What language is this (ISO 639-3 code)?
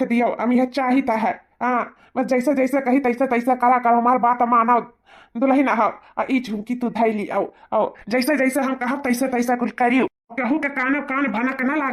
awa